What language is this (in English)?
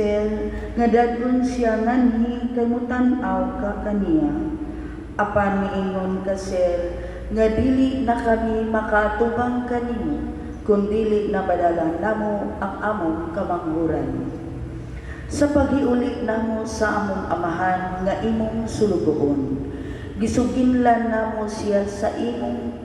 Cebuano